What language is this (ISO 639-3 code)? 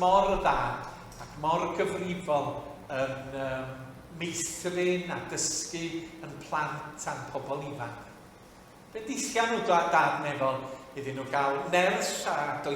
cym